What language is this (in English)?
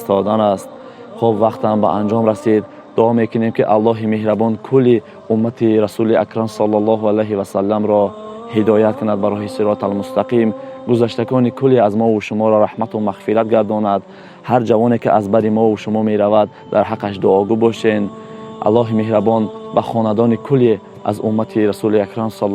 Tajik